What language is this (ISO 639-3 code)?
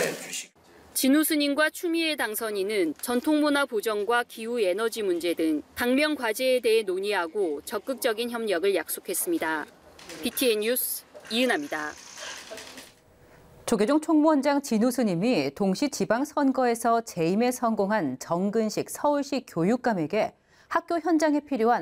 kor